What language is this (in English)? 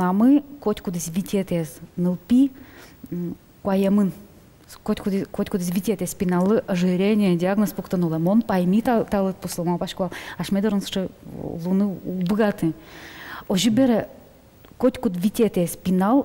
Udmurt